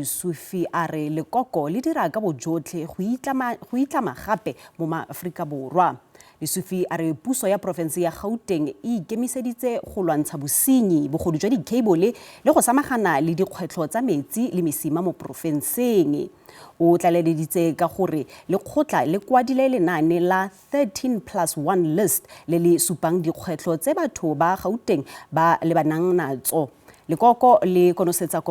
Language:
Tswana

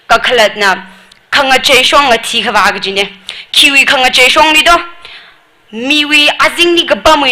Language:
Tangkhul Naga (India)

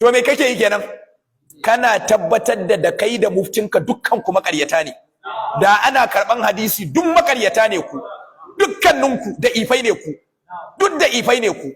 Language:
Hausa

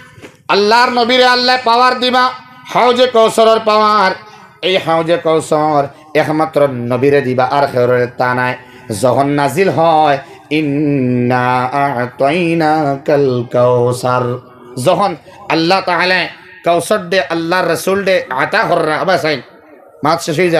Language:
Sylheti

